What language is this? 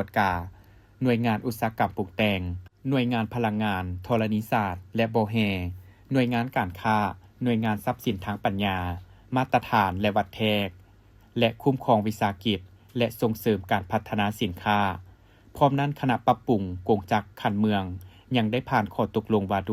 Lao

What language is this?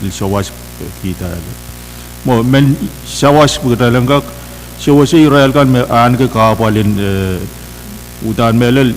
Pohnpeian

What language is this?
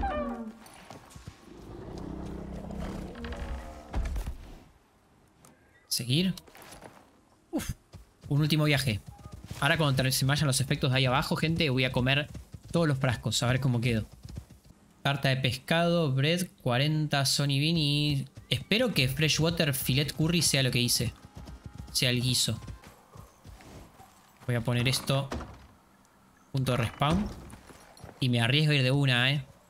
Spanish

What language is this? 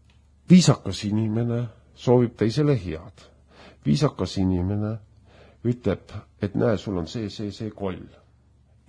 Estonian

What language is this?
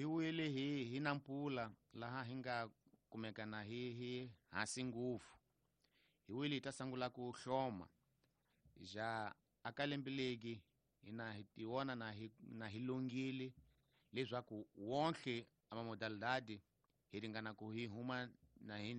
Tsonga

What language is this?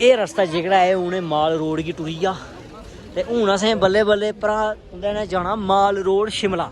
Dogri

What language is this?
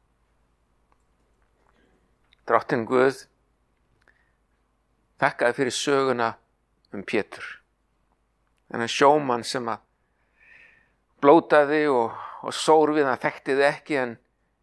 Icelandic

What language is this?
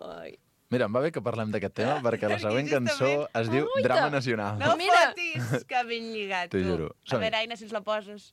Catalan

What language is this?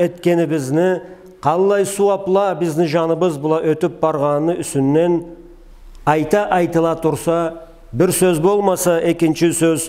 Karachay-Balkar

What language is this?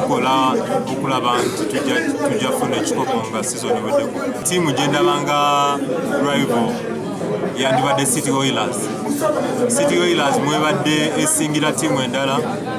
Ganda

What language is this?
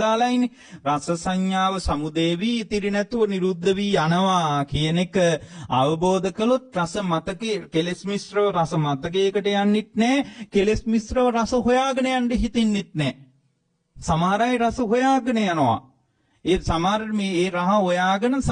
Sinhala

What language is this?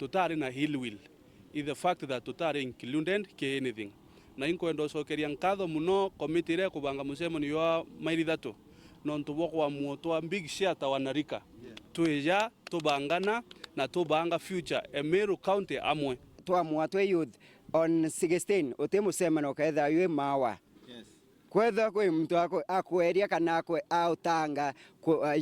Meru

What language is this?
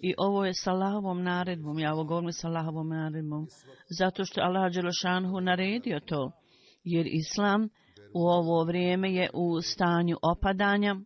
Bosnian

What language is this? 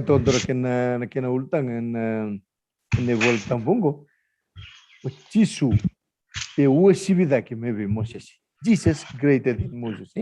Fijian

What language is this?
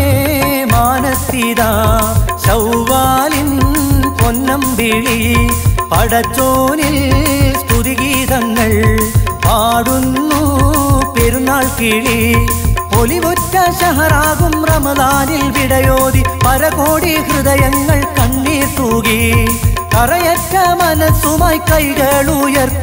Malayalam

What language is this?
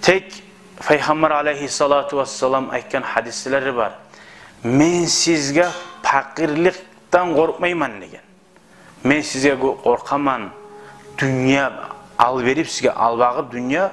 Kumyk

